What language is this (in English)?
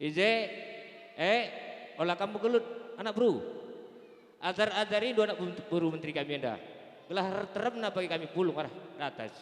Batak Karo